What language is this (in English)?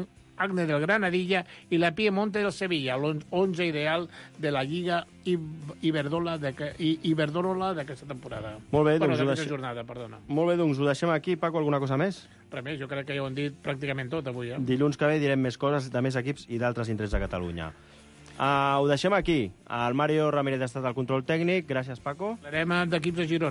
Catalan